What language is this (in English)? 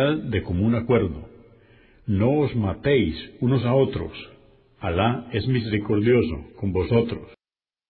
Spanish